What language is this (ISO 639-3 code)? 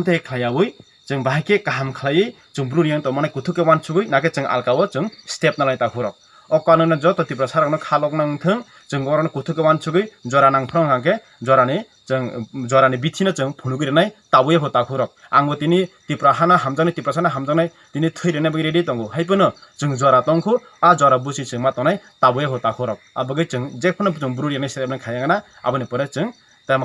trp